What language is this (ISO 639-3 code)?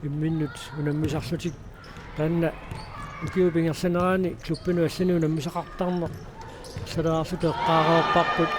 kal